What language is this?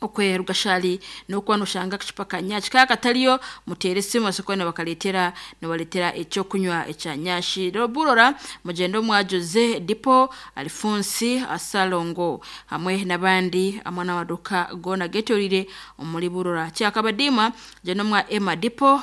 Nyankole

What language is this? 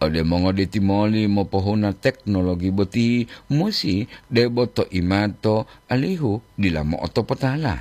Gorontalo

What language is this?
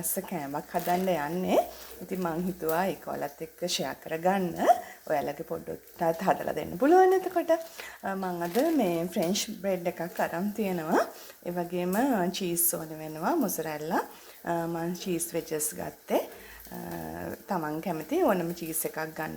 Sinhala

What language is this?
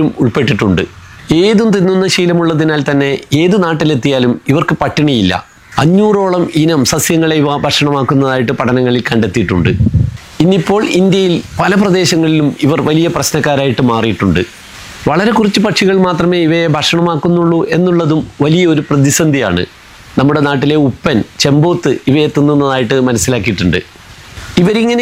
Malayalam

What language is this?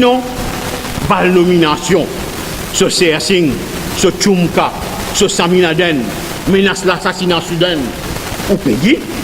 Morisyen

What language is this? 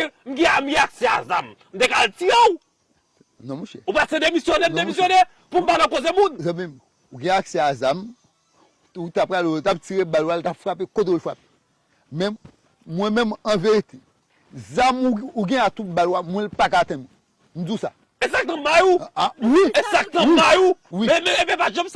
Haitian Creole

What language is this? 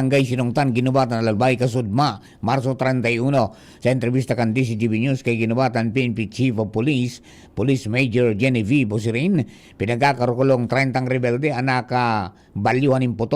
Bikol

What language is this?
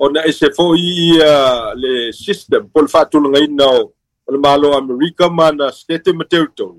Samoan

